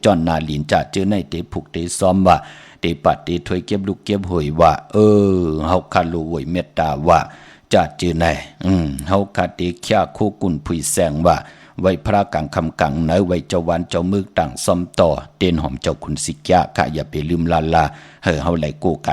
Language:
Shan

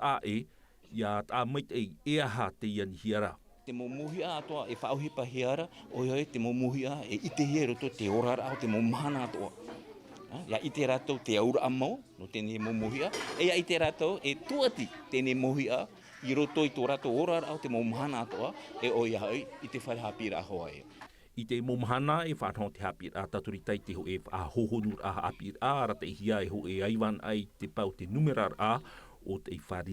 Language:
Tahitian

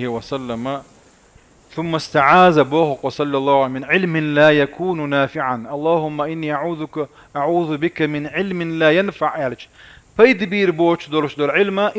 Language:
Chechen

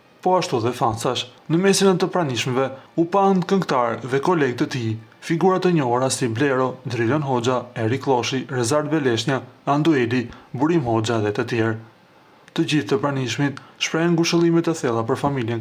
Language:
Albanian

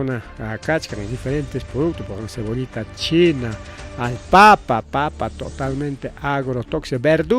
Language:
Ayacucho Quechua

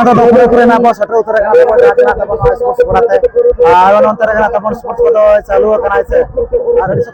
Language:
Santali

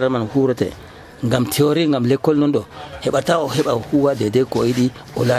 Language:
Nigerian Fulfulde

